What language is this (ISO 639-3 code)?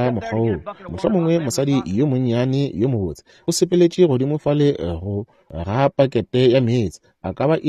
nso